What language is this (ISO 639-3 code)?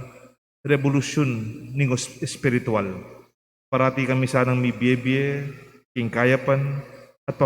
pam